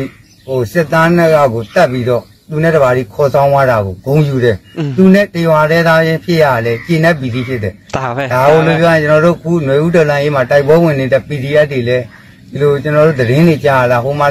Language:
Burmese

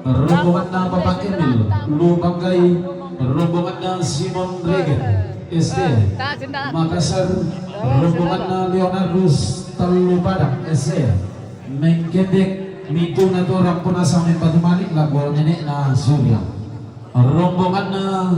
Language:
Toraja-Sa'dan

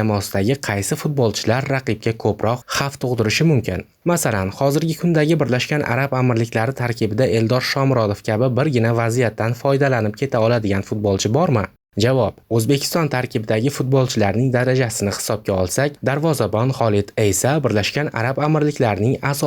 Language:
Uzbek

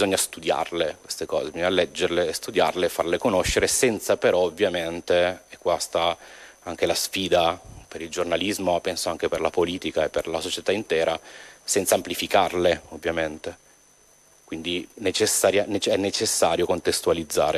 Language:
Italian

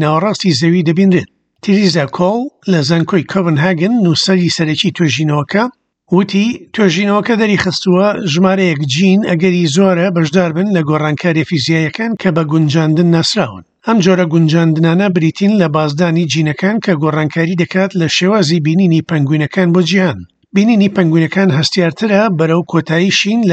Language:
Central Kurdish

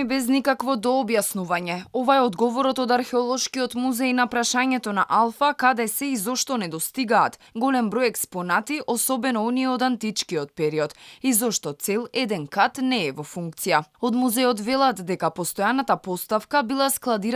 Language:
Macedonian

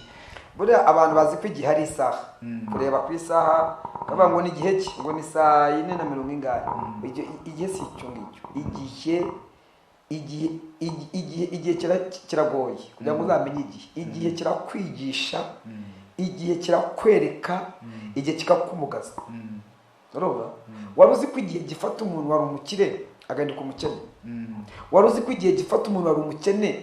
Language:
Kinyarwanda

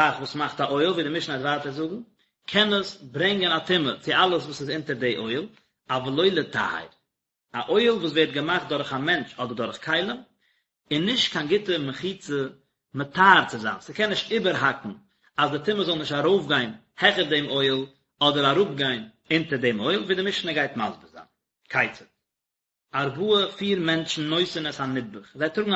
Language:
Yiddish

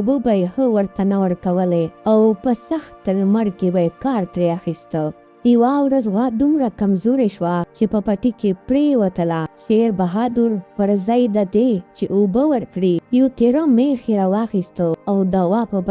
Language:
Pashto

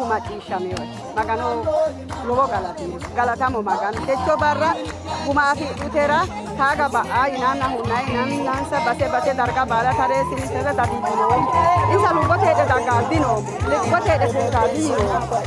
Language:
Sidamo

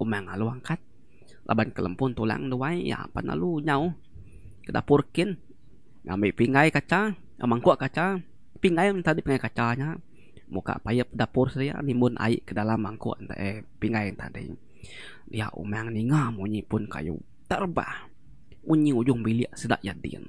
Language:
Iban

